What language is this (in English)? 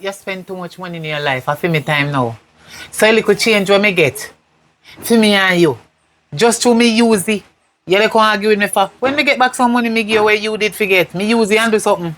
Jamaican Creole English